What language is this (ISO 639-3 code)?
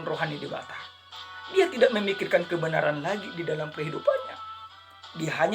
bbc